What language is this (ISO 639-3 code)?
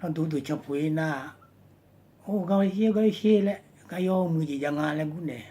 ahk